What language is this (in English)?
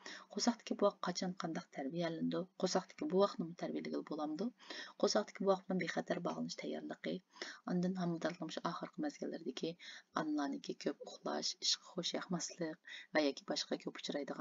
Uyghur